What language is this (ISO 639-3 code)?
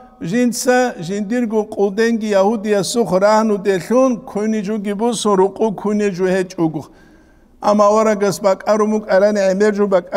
ava